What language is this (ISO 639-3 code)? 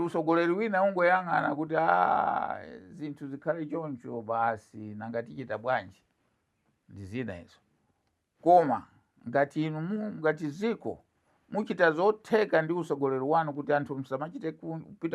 nya